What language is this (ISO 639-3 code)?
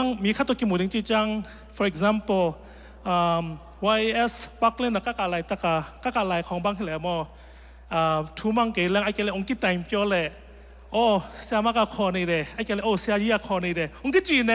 ctd